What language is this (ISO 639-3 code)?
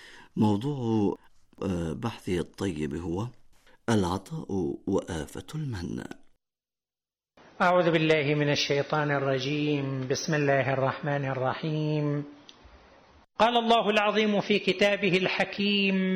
ara